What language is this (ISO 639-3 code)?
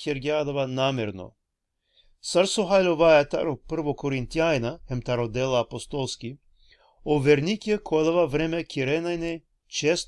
rmn